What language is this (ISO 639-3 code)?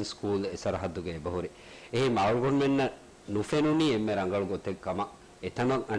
div